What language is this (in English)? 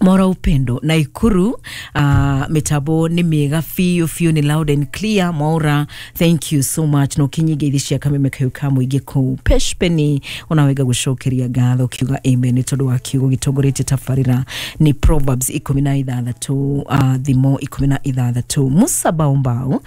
Kikuyu